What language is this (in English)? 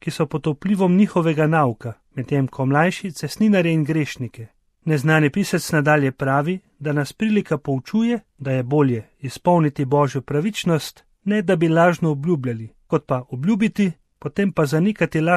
Slovenian